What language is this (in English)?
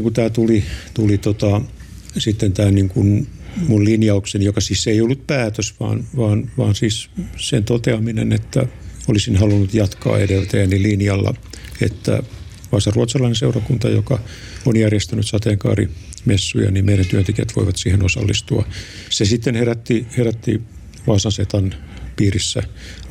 Finnish